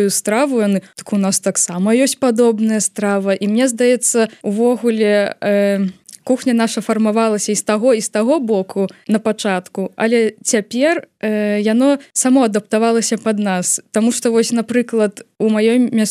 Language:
Belarusian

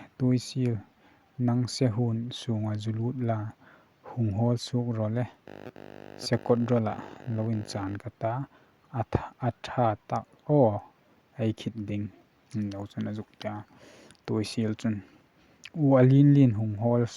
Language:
Hmar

